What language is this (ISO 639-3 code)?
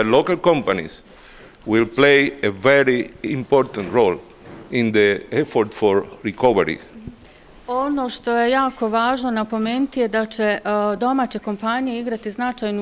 slv